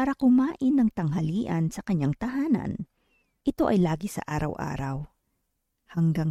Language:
Filipino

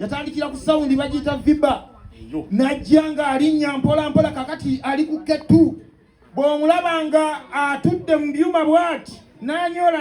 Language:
Ganda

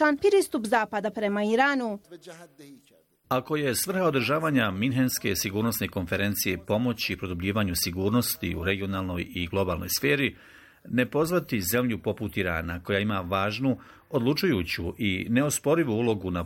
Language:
Bosnian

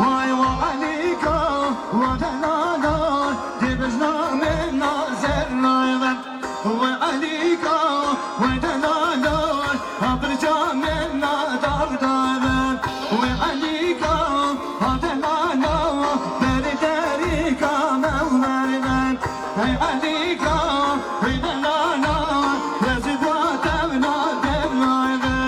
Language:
Kurdish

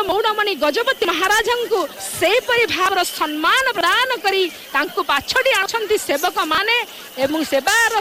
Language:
Odia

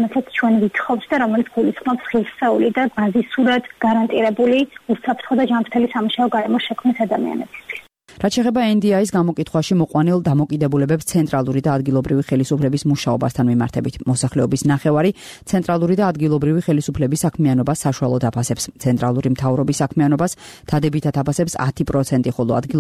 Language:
Georgian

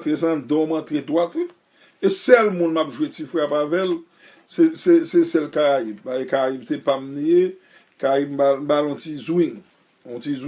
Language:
Haitian Creole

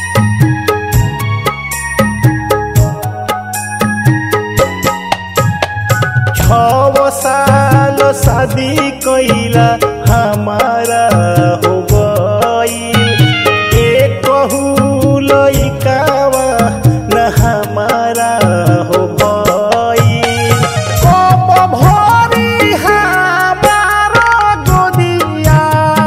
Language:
Bhojpuri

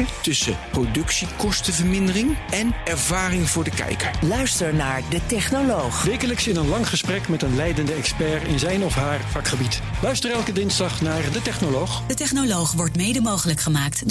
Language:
Dutch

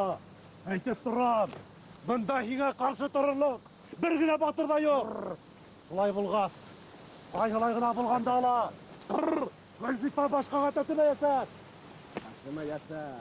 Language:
Bashkir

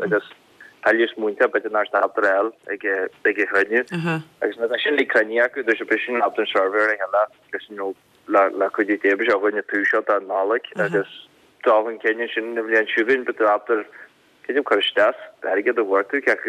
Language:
Irish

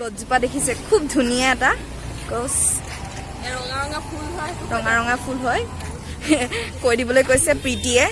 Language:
Assamese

